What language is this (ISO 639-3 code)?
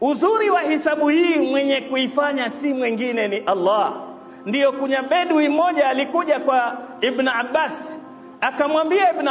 swa